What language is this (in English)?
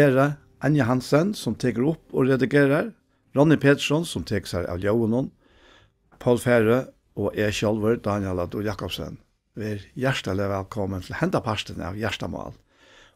Faroese